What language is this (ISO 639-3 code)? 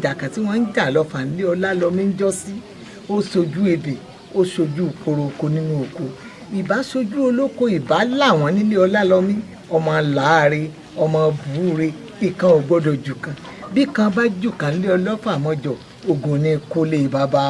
yor